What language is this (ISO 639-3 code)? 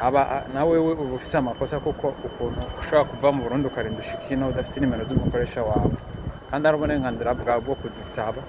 run